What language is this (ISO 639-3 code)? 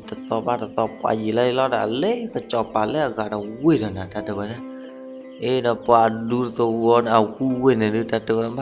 ksw